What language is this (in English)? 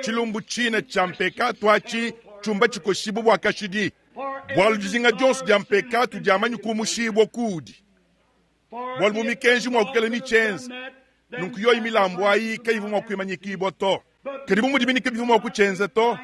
Luba-Lulua